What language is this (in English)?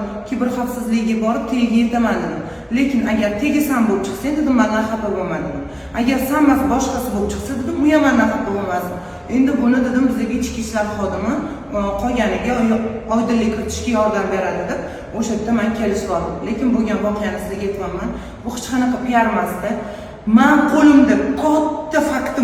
Uzbek